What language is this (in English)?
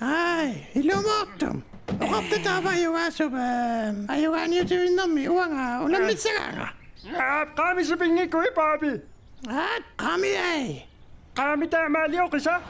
Kalaallisut